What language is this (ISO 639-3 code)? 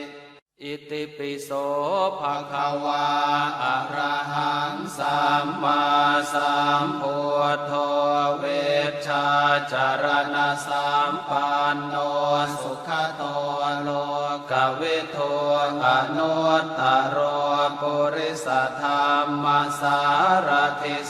pli